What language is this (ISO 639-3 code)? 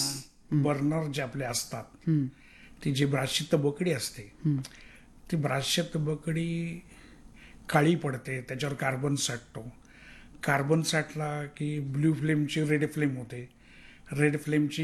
mar